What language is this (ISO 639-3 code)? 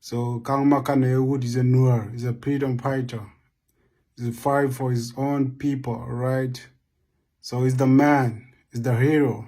nus